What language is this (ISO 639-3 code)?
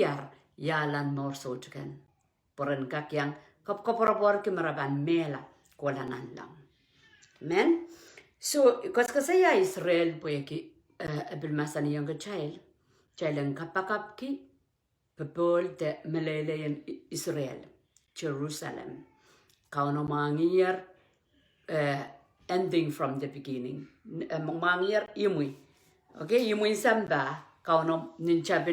pon